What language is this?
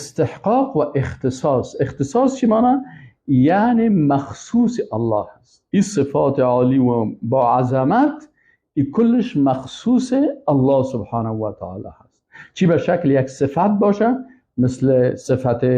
Persian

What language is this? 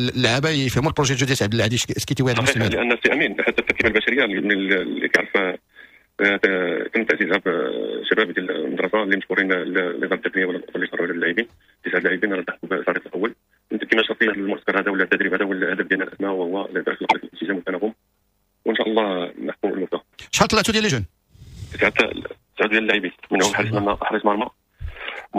Moroccan Arabic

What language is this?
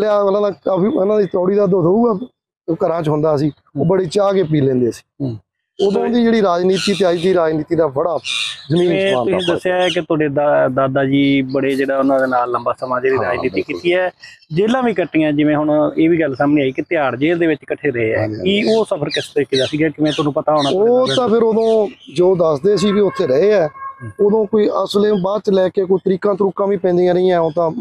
Punjabi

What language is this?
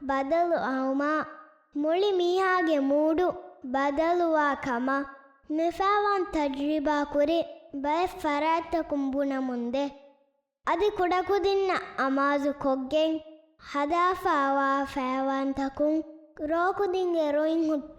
Divehi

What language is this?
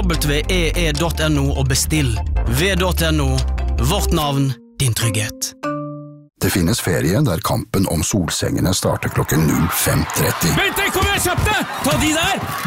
Norwegian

